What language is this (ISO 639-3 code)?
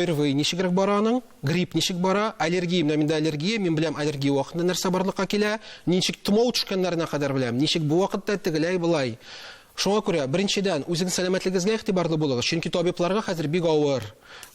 tat